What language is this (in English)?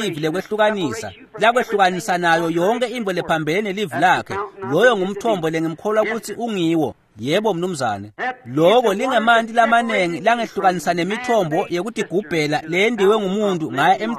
Swati